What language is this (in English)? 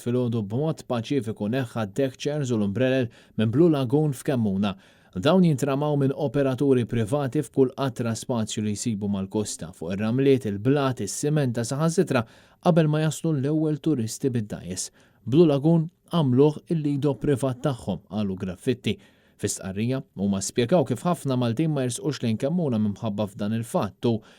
Maltese